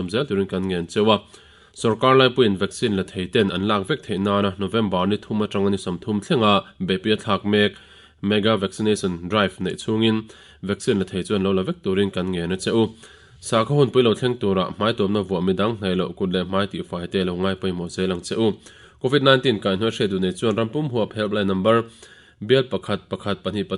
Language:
Mizo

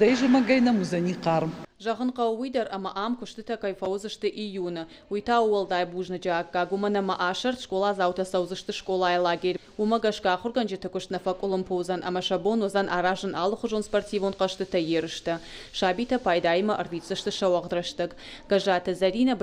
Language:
Ossetic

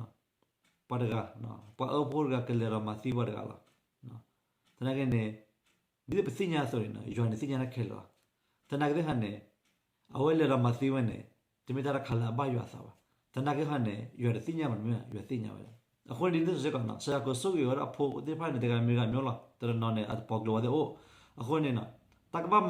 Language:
S'gaw Karen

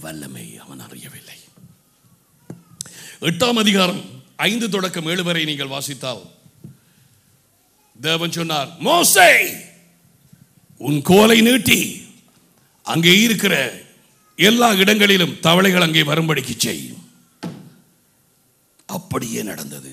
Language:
Tamil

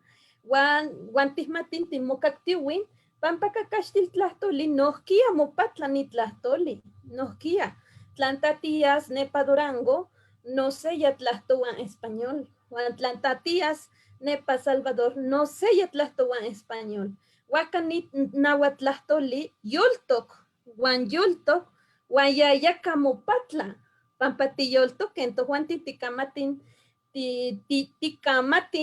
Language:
Eastern Huasteca Nahuatl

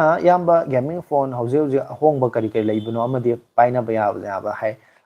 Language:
Manipuri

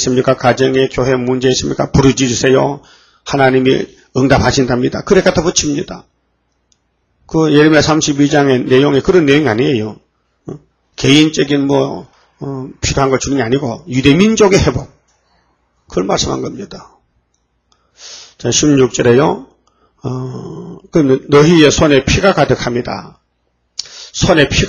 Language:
Korean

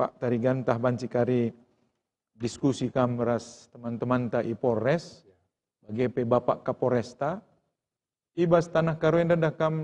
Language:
Batak Karo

